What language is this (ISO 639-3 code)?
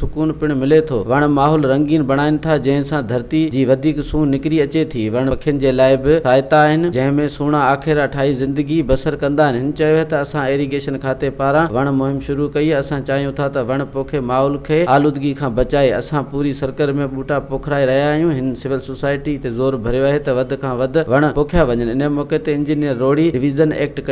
snd